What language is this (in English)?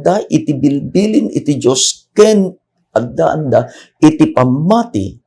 Iloko